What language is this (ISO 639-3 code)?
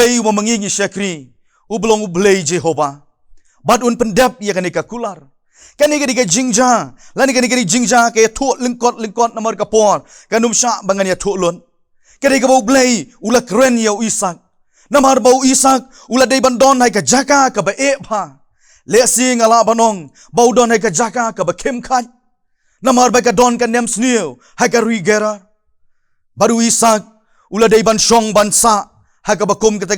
kha